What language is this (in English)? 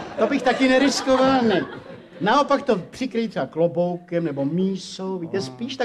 Czech